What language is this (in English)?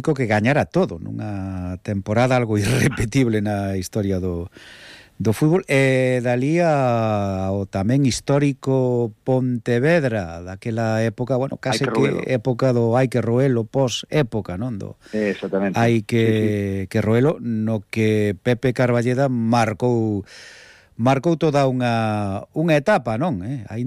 Galician